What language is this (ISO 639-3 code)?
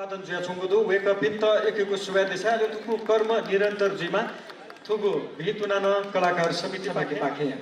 new